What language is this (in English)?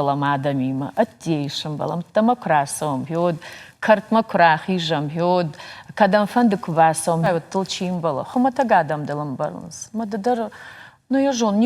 Ossetic